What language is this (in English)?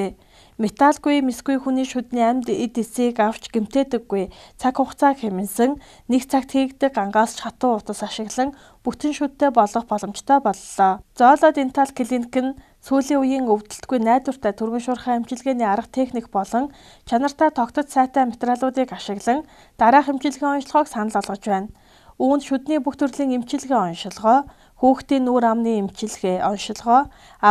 Mongolian